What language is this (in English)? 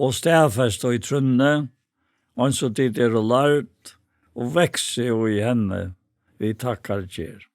Faroese